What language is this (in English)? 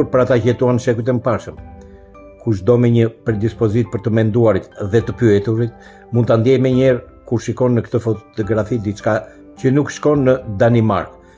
Albanian